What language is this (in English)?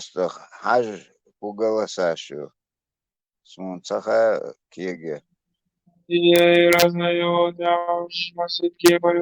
Chechen